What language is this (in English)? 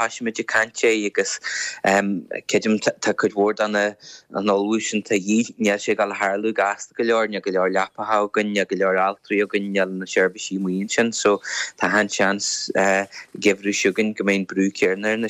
Irish